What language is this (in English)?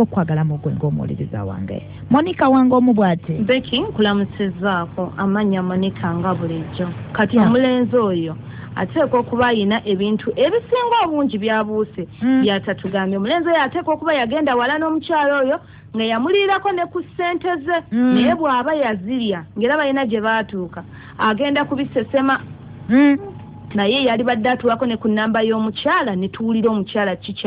Ganda